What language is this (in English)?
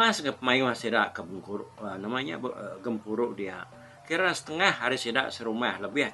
Iban